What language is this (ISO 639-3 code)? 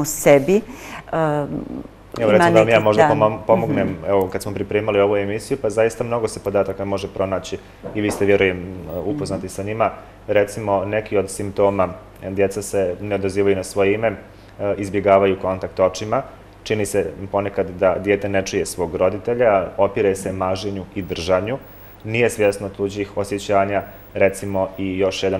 bos